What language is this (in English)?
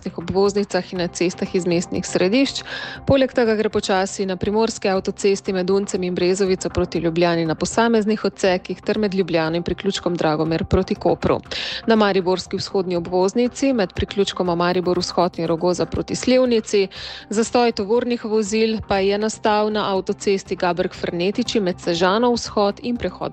Slovenian